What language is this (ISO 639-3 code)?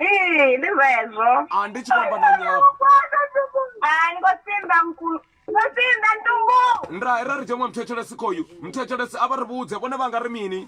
ven